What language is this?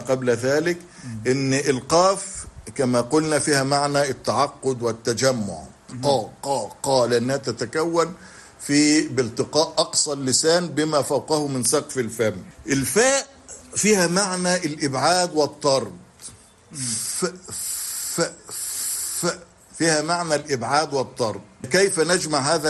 Arabic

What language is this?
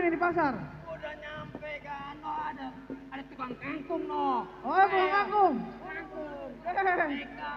Betawi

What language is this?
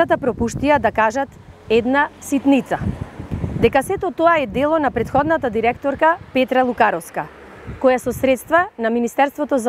Macedonian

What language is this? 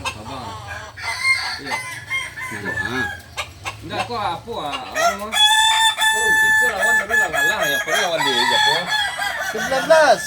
Minangkabau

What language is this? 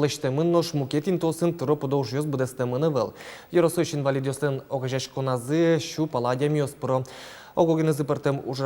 Udmurt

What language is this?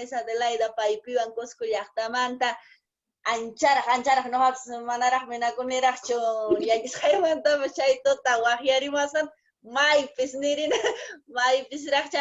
Quechua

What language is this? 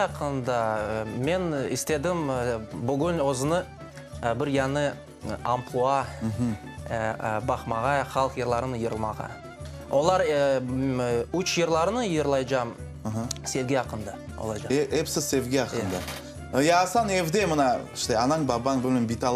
Crimean Tatar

